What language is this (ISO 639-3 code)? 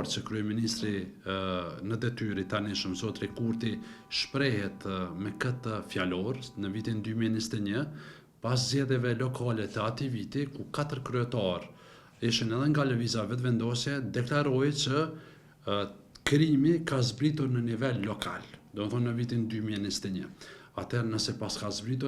sqi